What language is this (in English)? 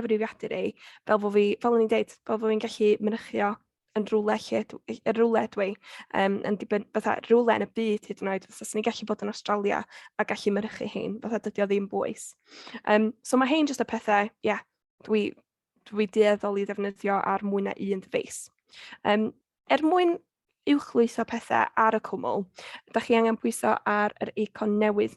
Welsh